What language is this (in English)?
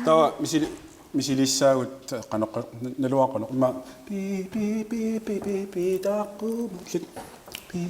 Kalaallisut